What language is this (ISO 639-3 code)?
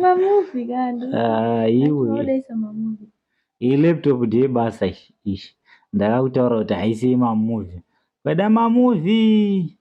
sna